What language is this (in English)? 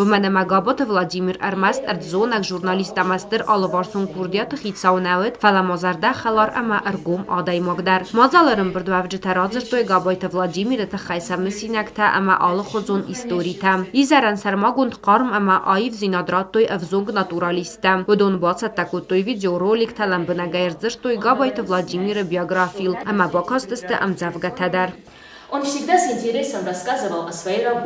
Ossetic